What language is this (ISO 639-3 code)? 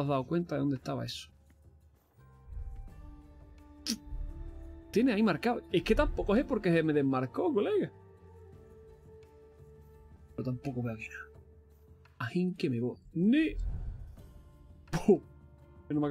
spa